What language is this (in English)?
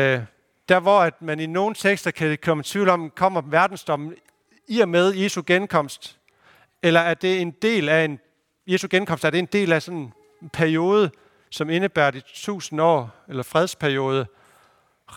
Danish